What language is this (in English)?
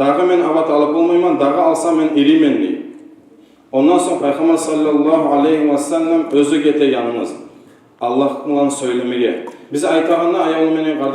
Kumyk